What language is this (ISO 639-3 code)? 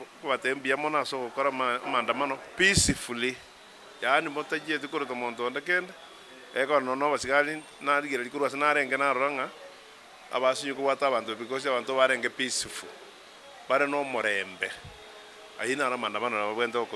guz